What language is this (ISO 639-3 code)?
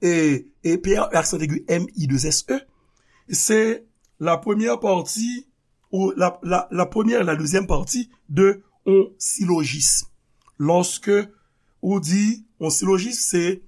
hat